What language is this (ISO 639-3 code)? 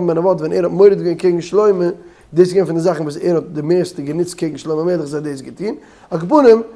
yid